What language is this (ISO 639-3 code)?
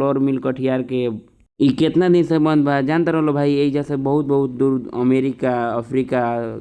bho